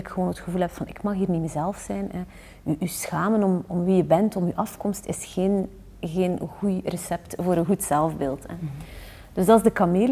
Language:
Dutch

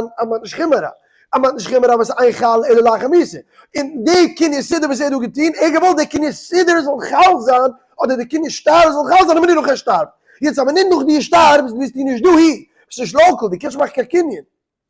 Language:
Yiddish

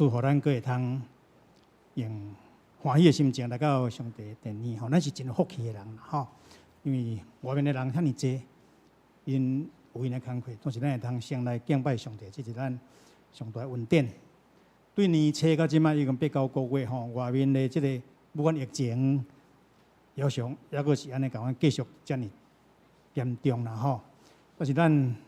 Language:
Min Nan Chinese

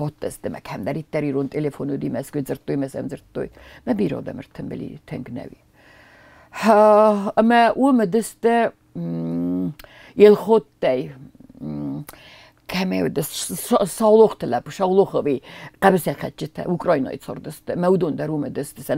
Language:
Ossetic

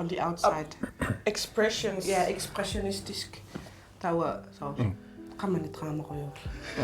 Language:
Kalaallisut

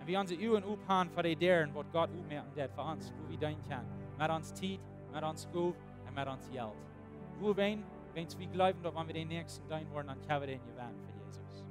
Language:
Plautdietsch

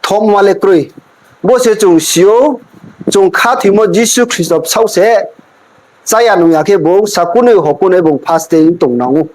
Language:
Riang (India)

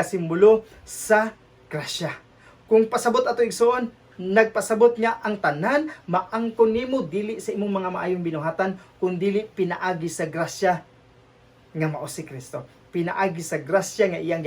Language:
Cebuano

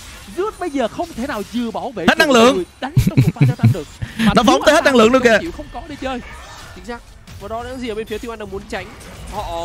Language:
Vietnamese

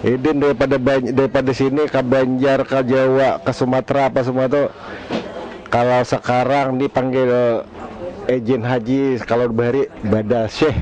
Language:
Banjar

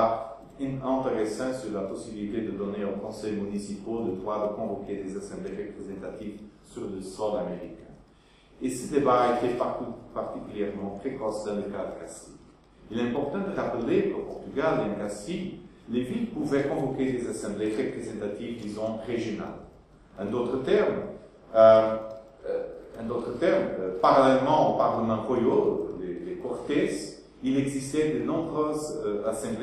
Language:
French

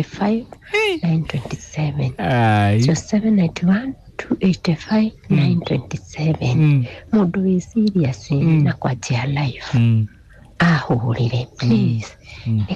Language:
Kikuyu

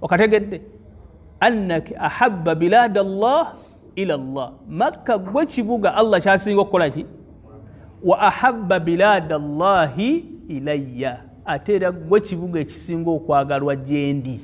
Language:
Ganda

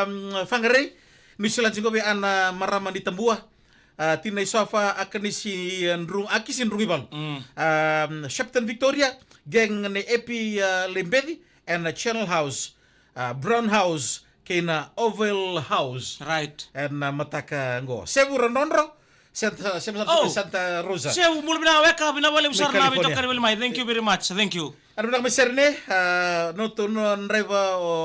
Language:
Fijian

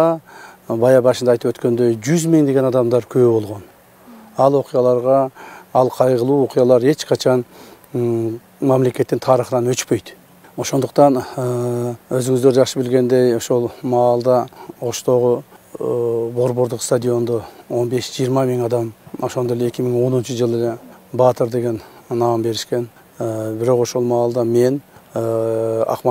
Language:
Kyrgyz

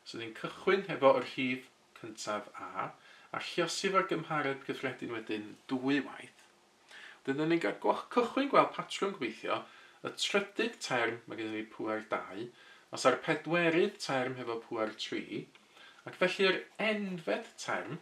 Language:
Welsh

